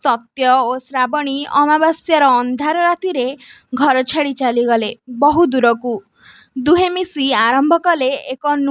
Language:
Odia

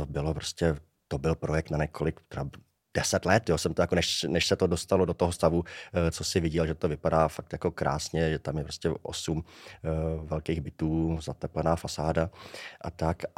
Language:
Czech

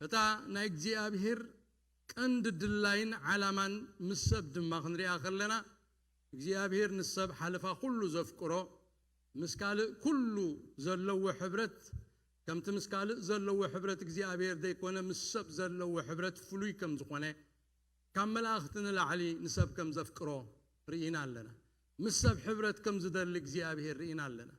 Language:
Tigrinya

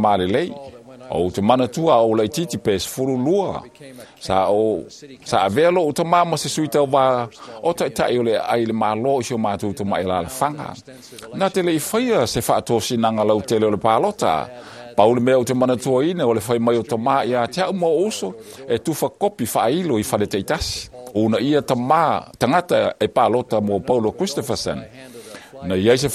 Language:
Samoan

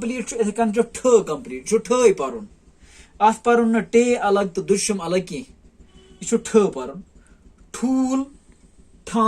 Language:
Kashmiri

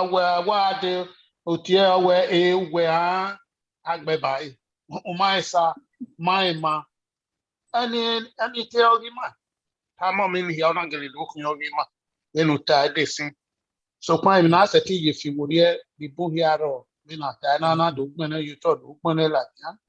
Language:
Bini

